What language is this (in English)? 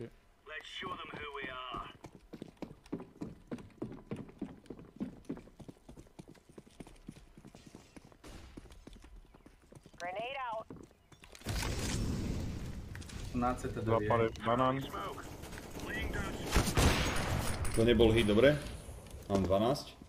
Slovak